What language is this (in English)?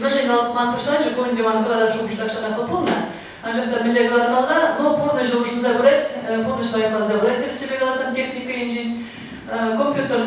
Chuvash